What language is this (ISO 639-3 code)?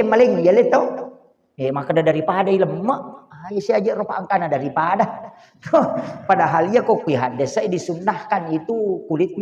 bug